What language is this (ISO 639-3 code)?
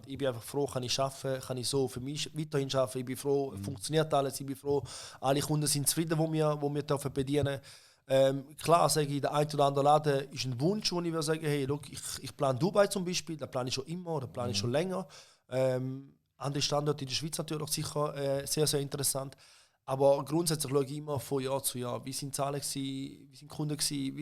gsw